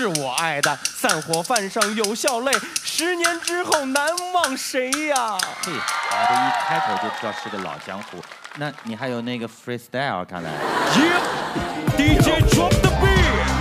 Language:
Chinese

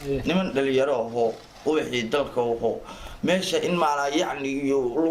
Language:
Somali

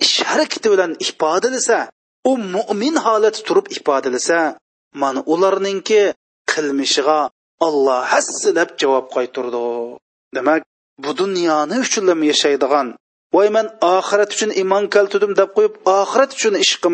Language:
Uyghur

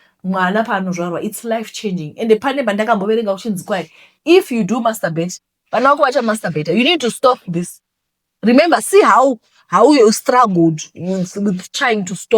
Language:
Shona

